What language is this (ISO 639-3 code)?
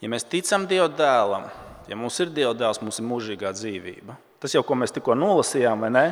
lav